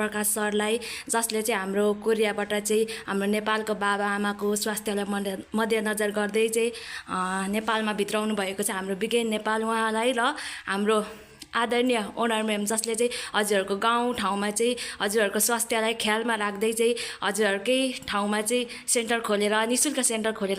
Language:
Nepali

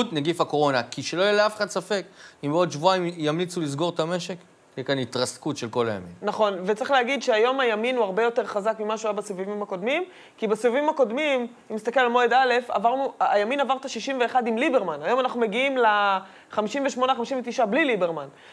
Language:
Hebrew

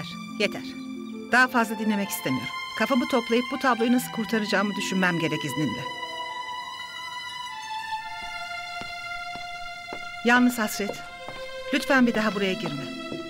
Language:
Turkish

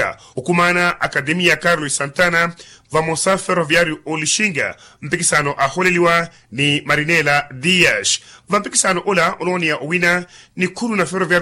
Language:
Makhuwa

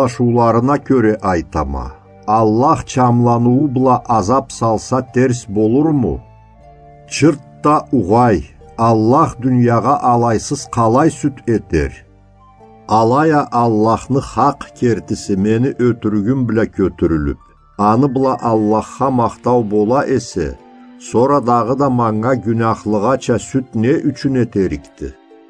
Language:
Karachay-Balkar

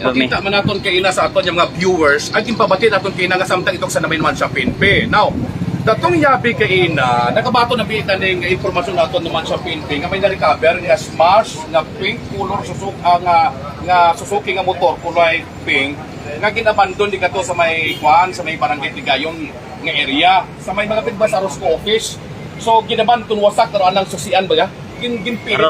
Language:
Hiligaynon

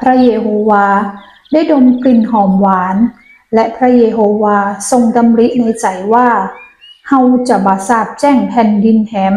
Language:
Northern Thai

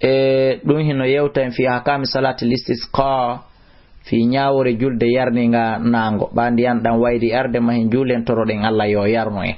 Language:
Fula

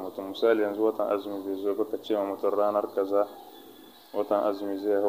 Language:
Hausa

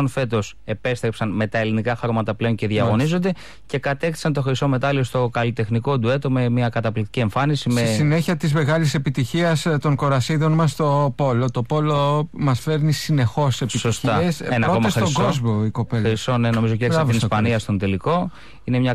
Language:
Greek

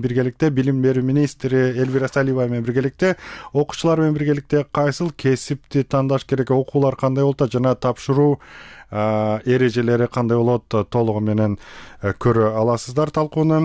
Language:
Kyrgyz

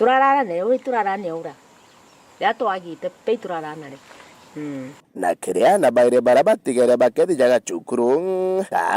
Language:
Meru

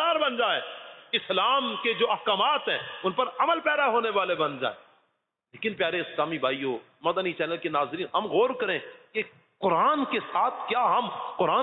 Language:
Urdu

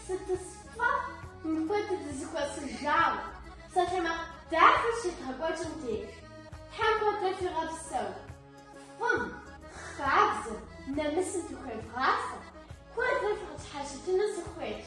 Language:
Kabardian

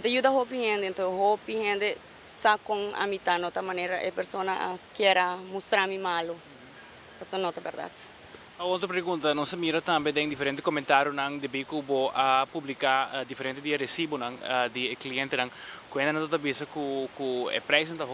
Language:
Papiamento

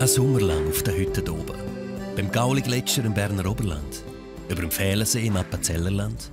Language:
Swiss German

